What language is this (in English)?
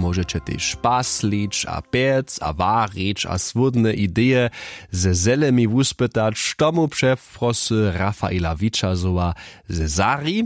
Upper Sorbian